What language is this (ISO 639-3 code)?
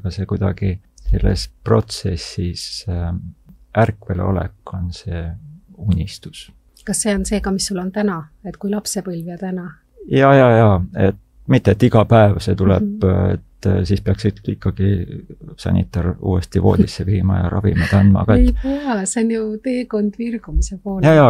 est